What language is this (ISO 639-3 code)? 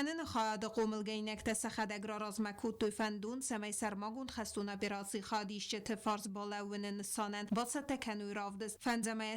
oss